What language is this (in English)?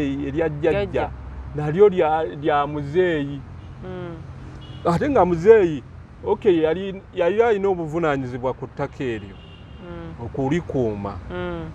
Ganda